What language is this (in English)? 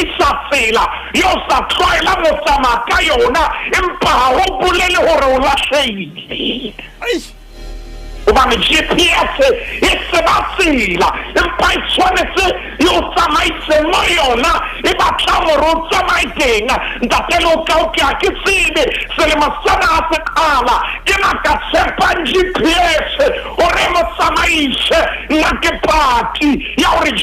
Southern Sotho